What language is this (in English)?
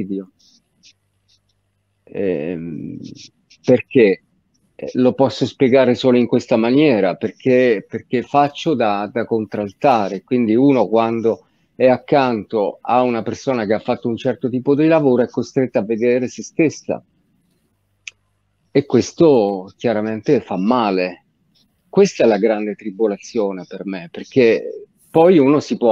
Italian